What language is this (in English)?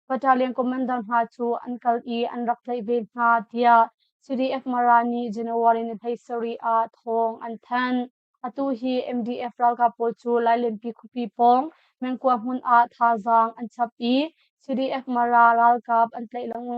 Hakha Chin